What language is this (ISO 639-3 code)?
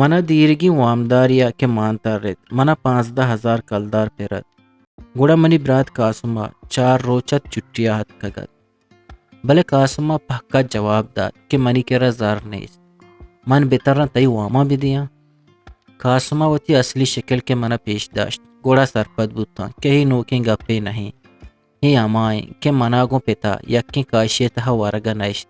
bgp